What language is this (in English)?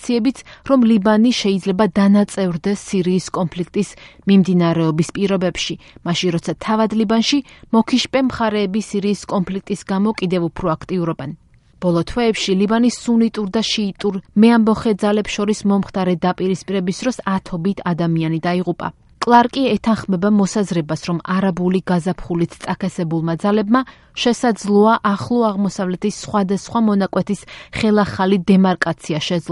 Georgian